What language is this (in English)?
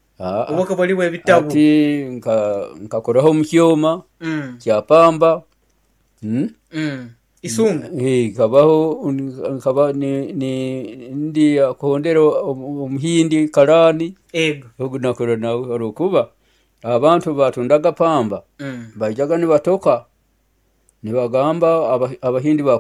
Nyoro